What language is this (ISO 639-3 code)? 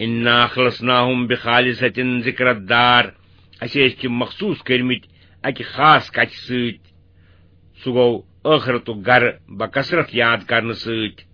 kas